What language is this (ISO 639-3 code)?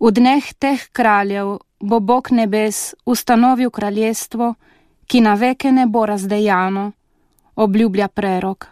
slv